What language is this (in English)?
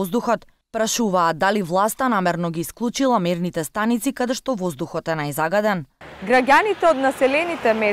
Macedonian